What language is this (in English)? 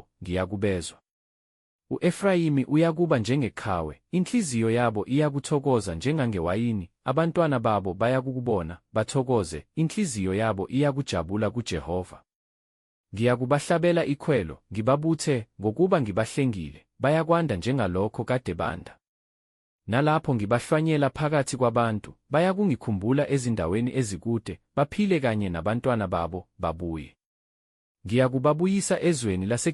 Zulu